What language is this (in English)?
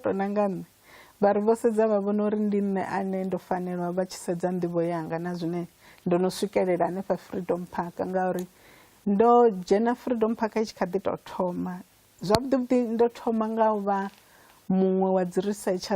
Venda